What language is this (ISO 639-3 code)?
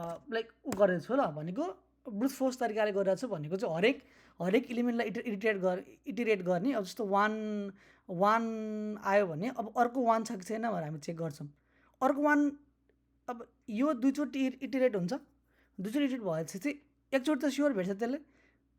nep